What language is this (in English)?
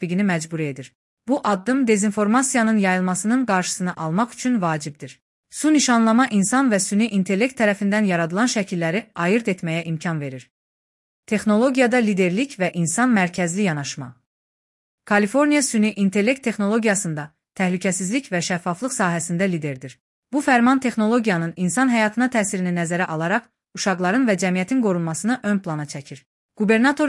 Azerbaijani